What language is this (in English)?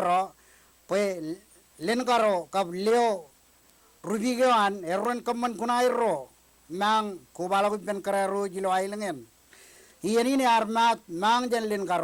Marshallese